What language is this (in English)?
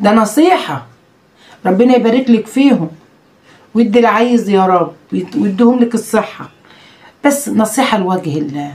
Egyptian Arabic